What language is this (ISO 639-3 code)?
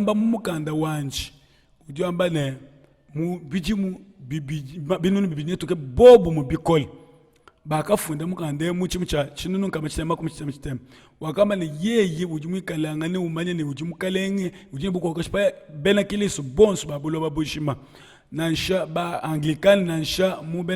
lua